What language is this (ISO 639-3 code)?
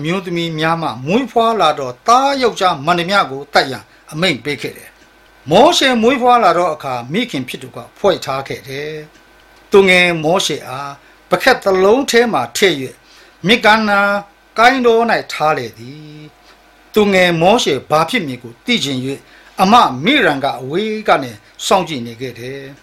mya